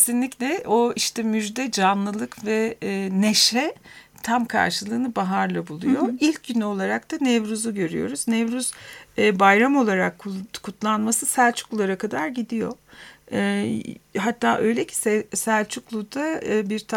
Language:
Turkish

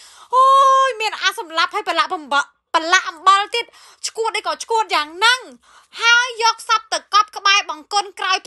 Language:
Khmer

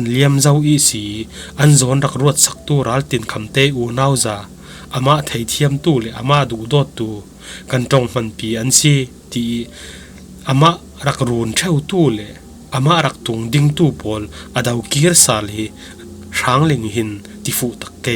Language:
Falam Chin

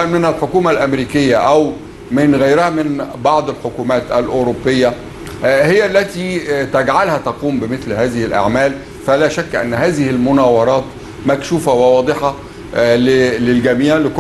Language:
Arabic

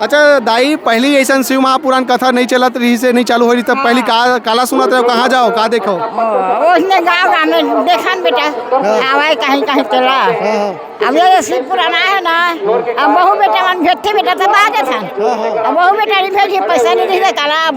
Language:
Chhattisgarhi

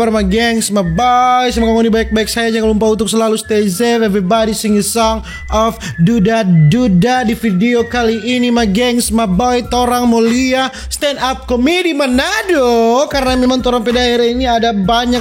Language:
Manado Malay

